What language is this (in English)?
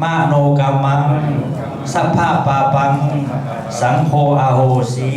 Pali